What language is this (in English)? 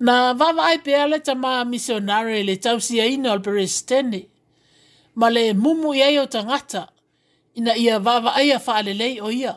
Samoan